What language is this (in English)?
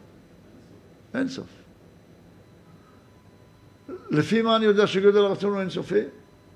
Hebrew